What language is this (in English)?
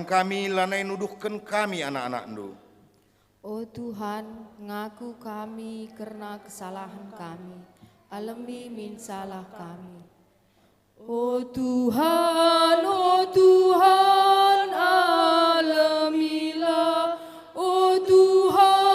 Batak Karo